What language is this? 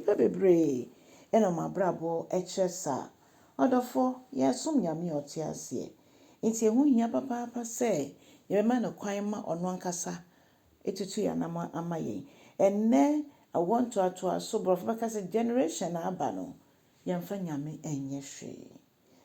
Akan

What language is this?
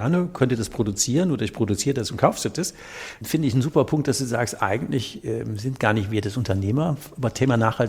German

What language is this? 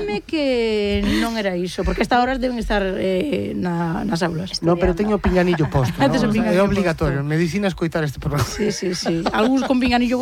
Galician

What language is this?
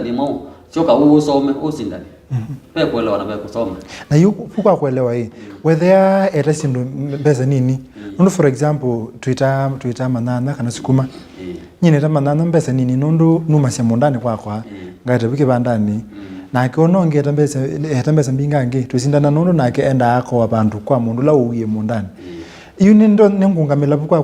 Kamba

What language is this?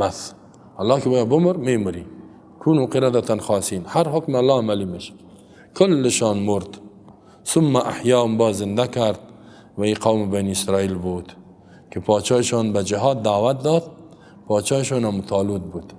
Persian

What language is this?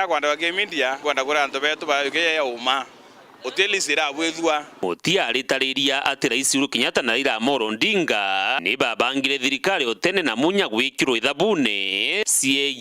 Meru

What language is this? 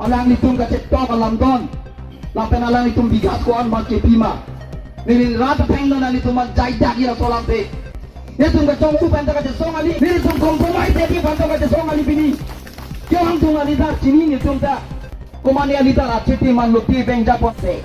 Karbi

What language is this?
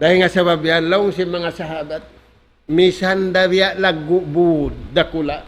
Tausug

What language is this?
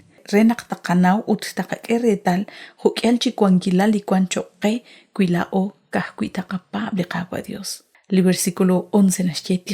Kekchí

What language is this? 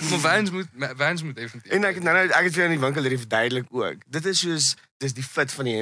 Afrikaans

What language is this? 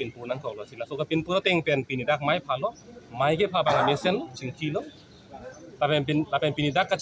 Karbi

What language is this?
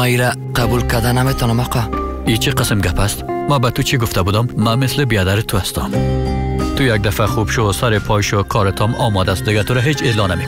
Persian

